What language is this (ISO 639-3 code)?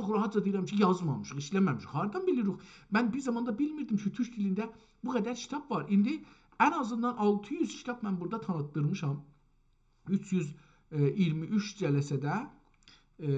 azb